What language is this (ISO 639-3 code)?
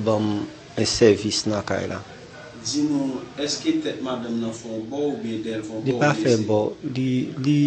hat